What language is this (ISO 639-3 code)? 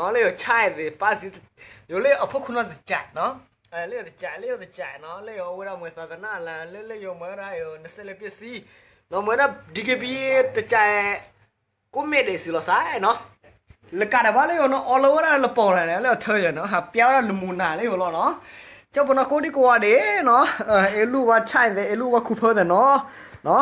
ksw